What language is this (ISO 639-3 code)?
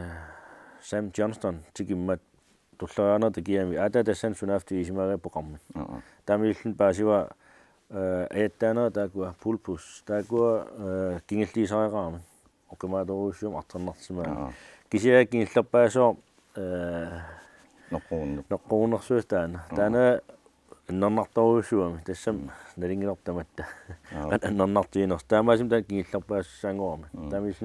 kal